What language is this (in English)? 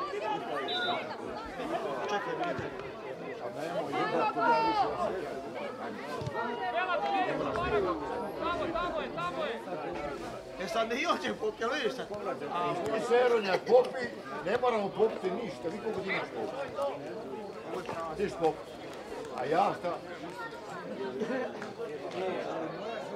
Croatian